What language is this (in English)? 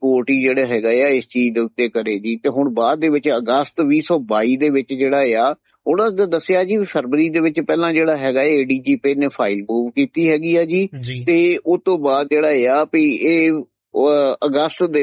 Punjabi